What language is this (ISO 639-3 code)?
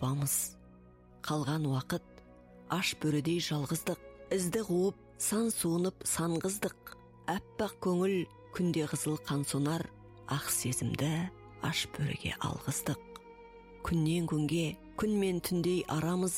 kaz